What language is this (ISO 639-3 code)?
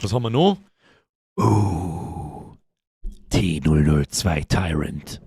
bar